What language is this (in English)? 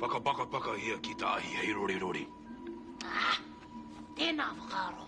Māori